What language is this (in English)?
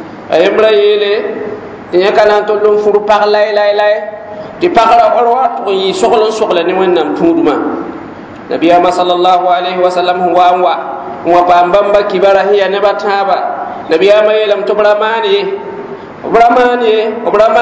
Mossi